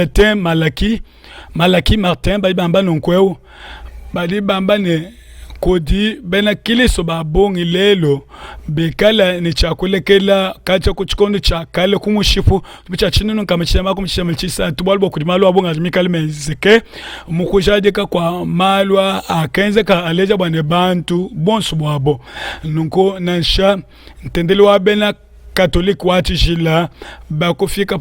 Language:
Luba-Lulua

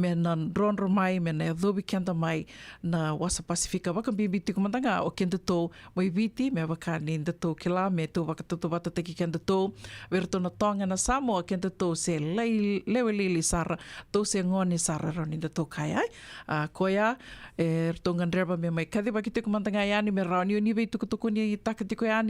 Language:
Fijian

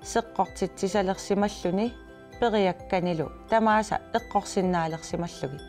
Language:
Kalaallisut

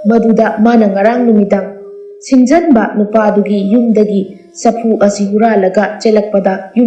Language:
Manipuri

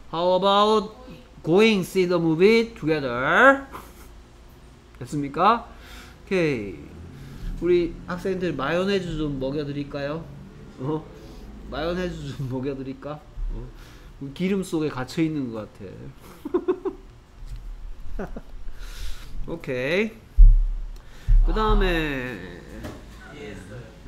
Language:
Korean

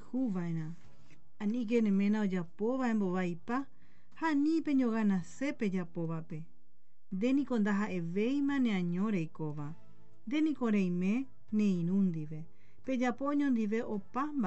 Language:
Guarani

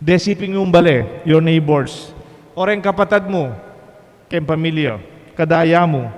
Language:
Pampanga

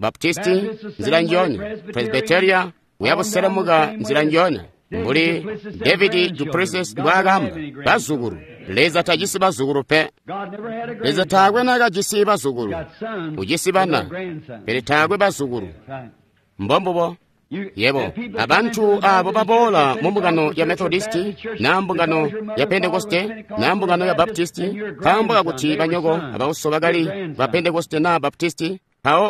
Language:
Tonga (Zambia)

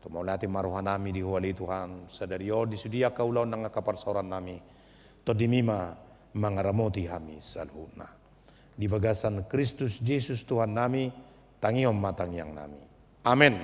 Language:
Batak Toba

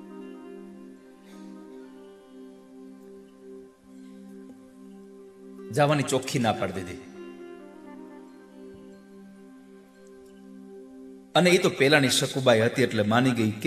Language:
Gujarati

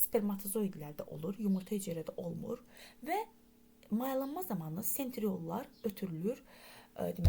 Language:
Azerbaijani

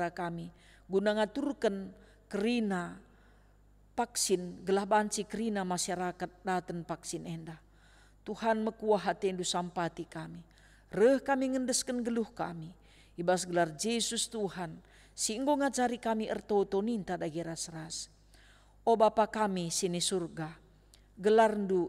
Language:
Batak Karo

